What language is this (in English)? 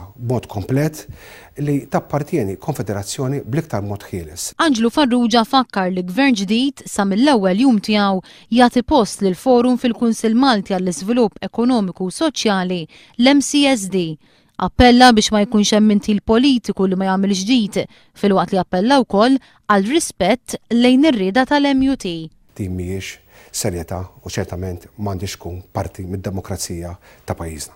Maltese